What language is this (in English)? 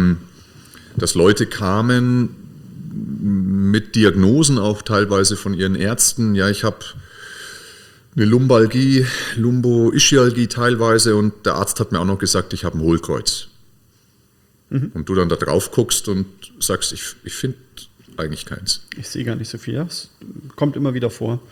German